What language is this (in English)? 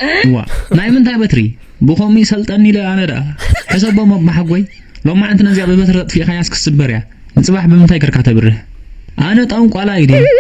Tigrinya